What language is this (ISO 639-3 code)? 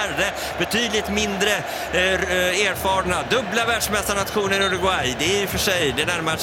swe